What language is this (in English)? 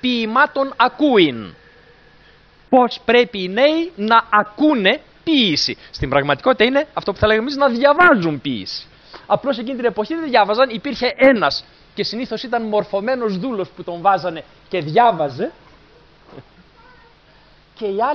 Greek